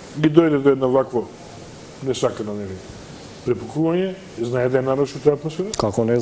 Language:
Macedonian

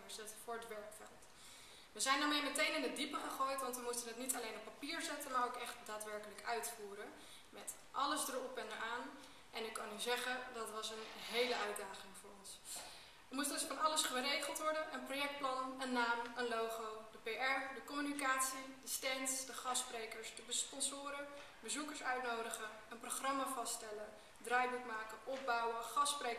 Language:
Dutch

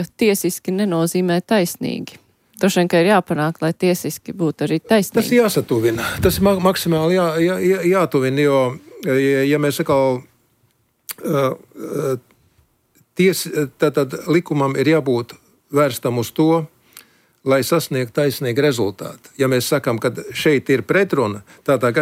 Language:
Latvian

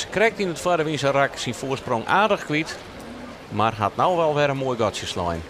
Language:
Western Frisian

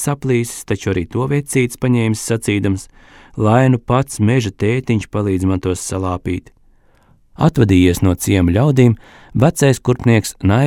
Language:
Latvian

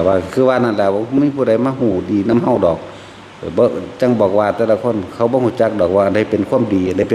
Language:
Northeastern Thai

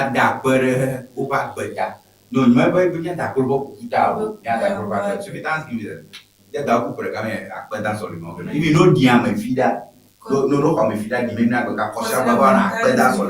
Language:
Ewe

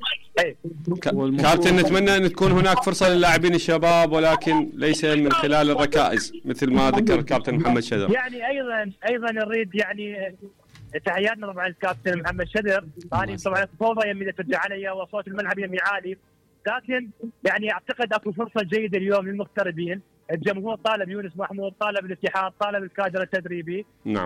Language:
Mesopotamian Arabic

